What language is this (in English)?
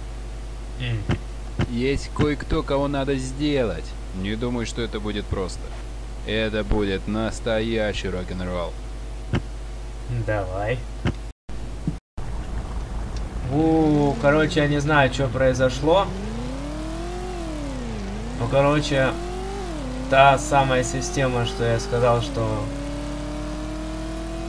Russian